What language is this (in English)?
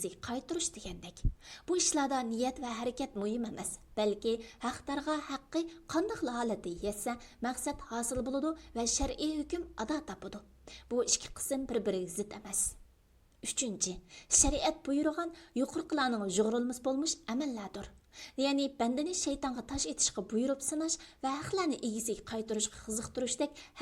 Uyghur